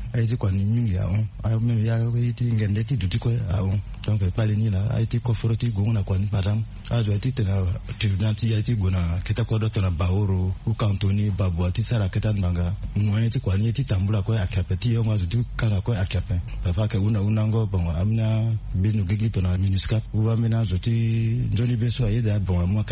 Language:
Sango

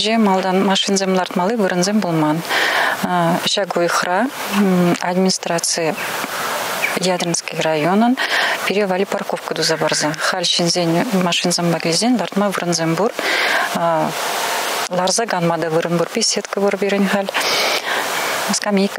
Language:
Chuvash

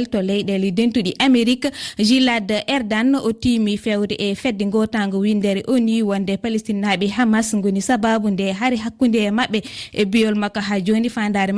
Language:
Fula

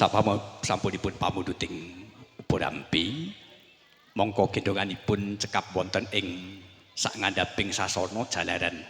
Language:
Javanese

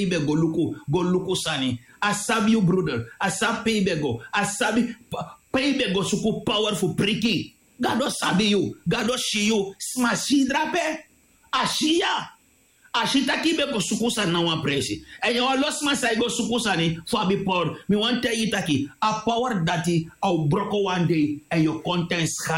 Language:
Sranan Tongo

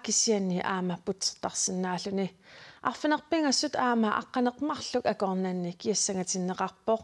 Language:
Kalaallisut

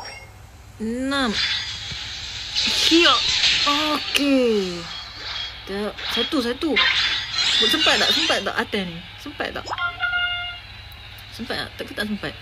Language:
Malay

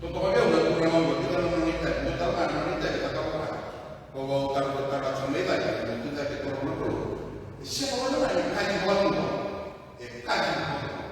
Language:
Fijian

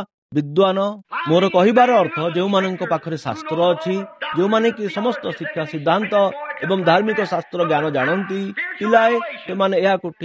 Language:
Odia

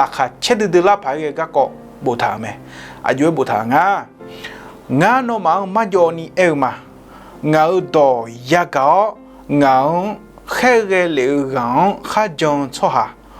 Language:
Akha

